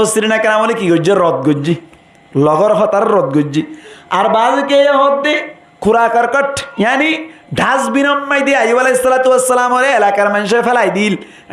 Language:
Rohingya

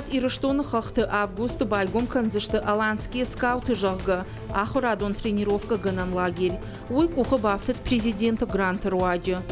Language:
Ossetic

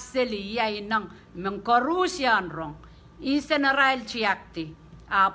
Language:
Pohnpeian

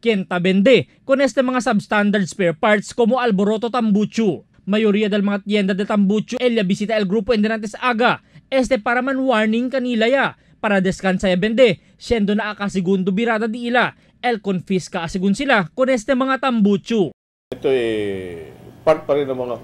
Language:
Chavacano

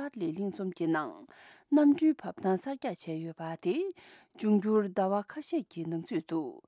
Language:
Tibetan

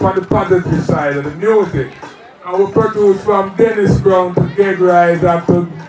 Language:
Jamaican Creole English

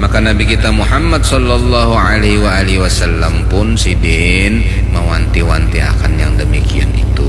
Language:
Banjar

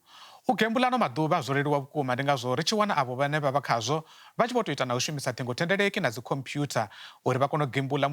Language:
Venda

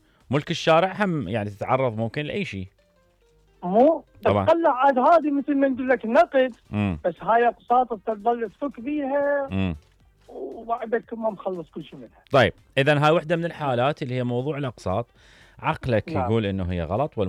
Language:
Mesopotamian Arabic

